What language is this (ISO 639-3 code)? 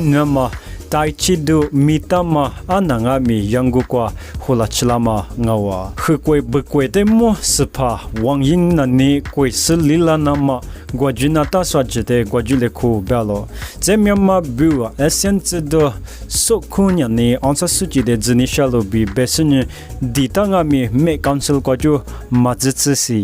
lis